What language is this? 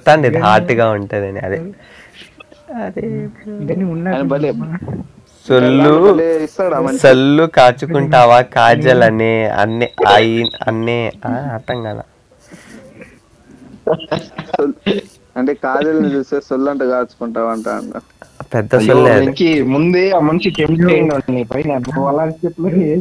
Telugu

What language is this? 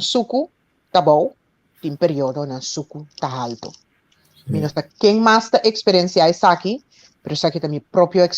Papiamento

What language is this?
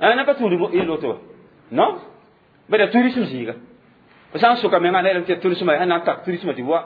Mossi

